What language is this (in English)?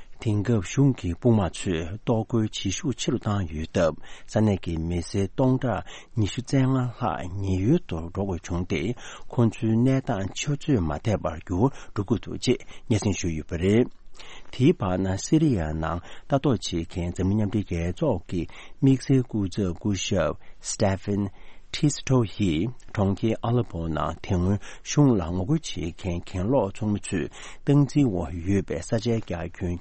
Tibetan